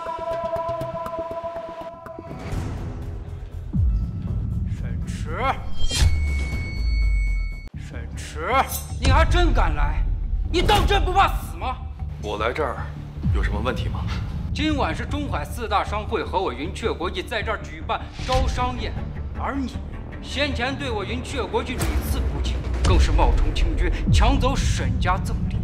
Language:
Chinese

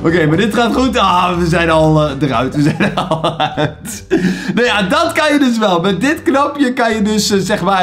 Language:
Dutch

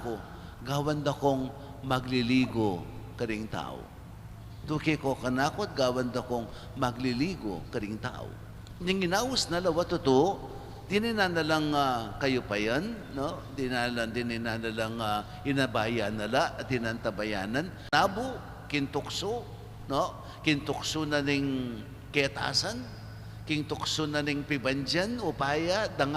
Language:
Pampanga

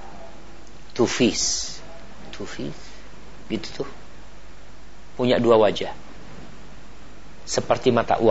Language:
Indonesian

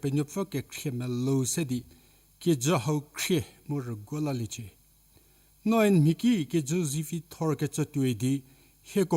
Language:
Angami Naga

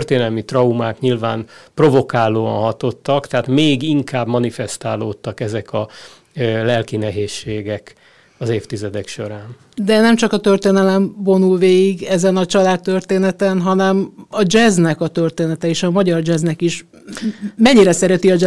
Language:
Hungarian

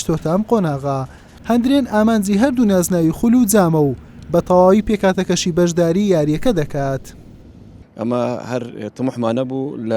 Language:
Central Kurdish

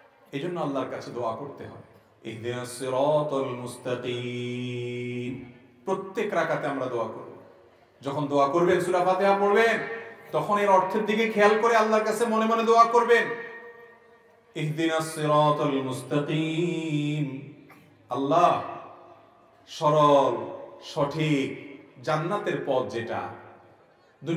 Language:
Bangla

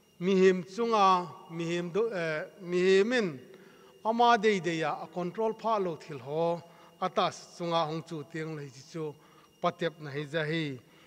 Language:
Thado Chin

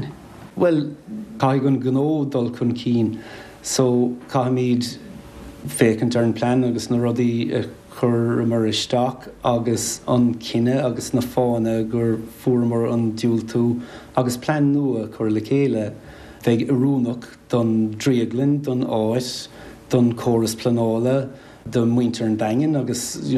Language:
Irish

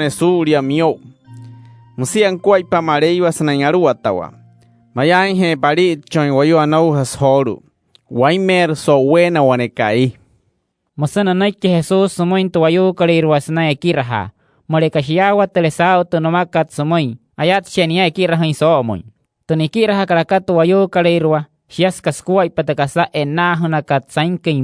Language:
Wayuu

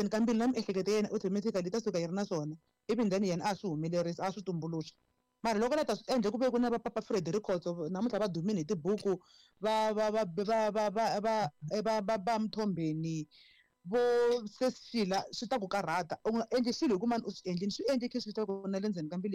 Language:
Tsonga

